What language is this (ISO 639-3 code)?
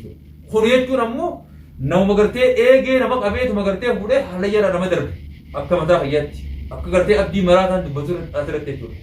orm